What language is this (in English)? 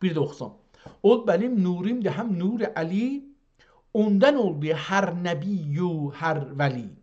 South Azerbaijani